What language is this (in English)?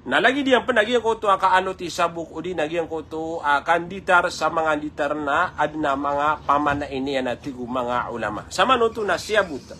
Maranao